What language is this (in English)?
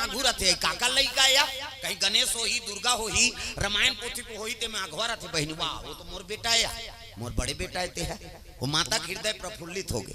Chhattisgarhi